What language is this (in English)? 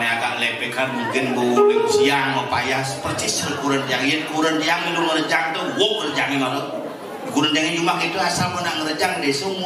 Balinese